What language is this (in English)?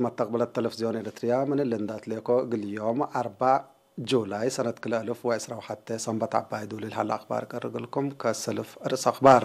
Tigre